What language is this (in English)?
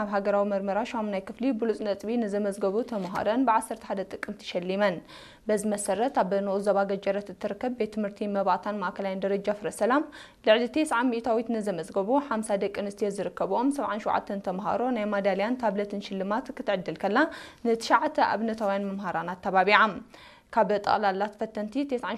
Tigrinya